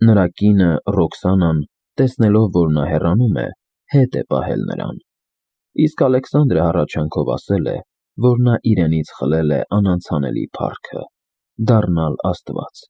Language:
Armenian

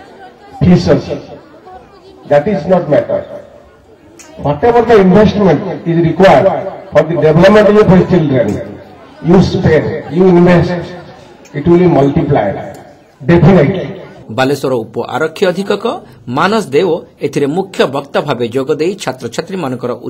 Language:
Odia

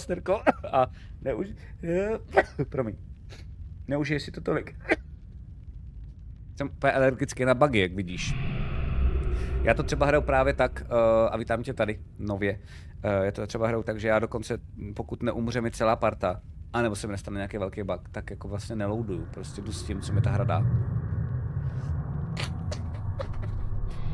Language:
Czech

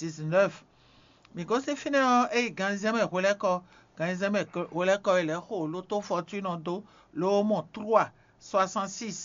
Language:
Fon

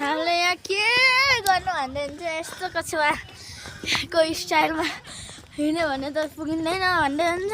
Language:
Nepali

